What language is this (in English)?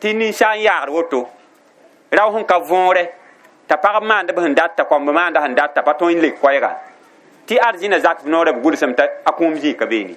Mossi